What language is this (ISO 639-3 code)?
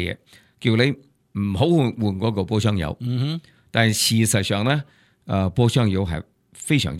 yue